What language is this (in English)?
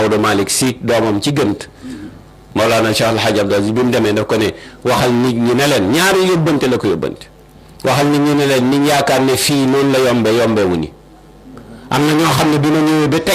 Wolof